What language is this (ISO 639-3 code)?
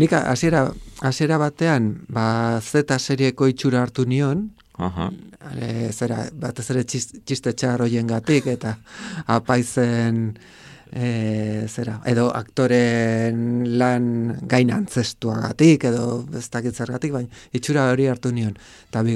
eus